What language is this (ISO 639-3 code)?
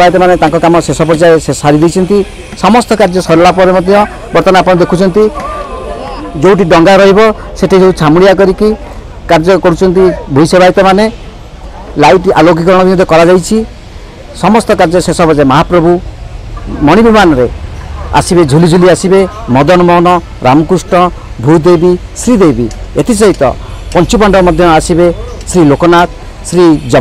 ori